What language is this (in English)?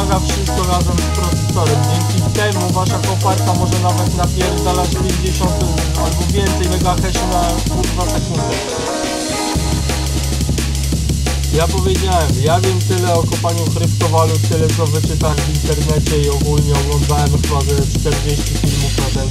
Polish